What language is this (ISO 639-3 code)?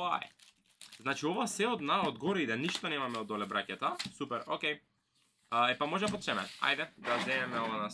mkd